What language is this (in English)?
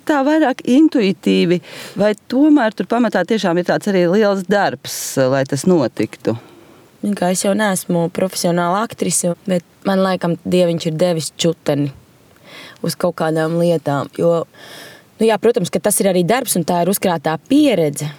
Latvian